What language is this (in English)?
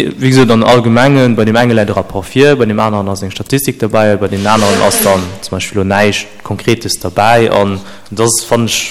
Luxembourgish